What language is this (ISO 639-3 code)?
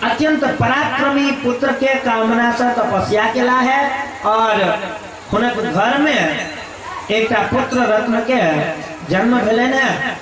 mai